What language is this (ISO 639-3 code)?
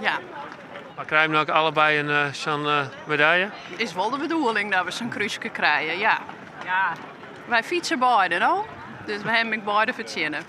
fry